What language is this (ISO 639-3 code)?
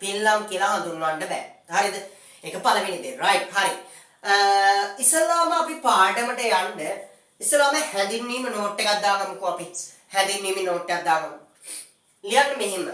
sin